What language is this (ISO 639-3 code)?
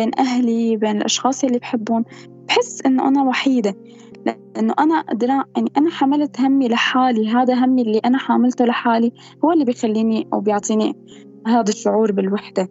apc